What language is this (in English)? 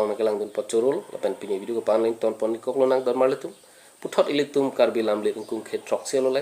Karbi